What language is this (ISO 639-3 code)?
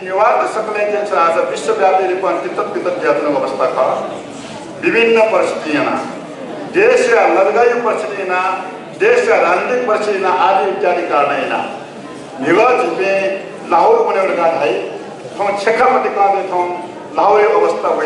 new